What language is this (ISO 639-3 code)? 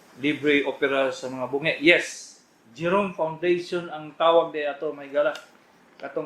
ceb